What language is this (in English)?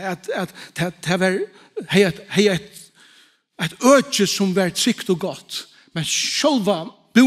Faroese